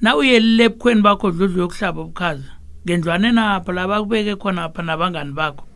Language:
South Ndebele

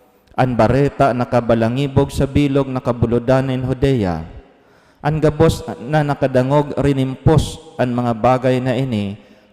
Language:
Bikol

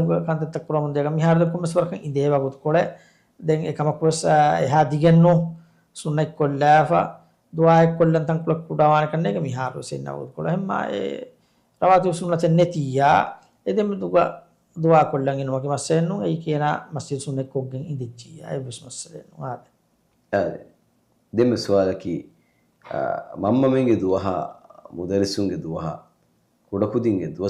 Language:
Divehi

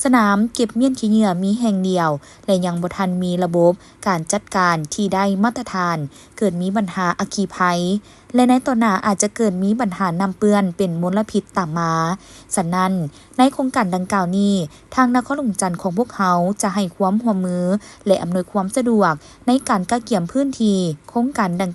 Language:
Lao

